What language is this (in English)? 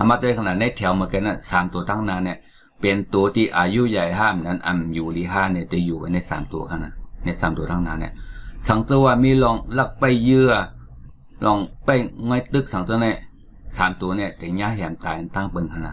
Shan